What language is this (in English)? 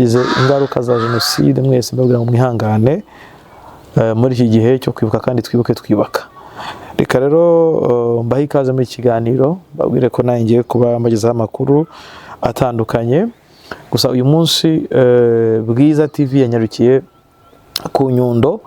Kinyarwanda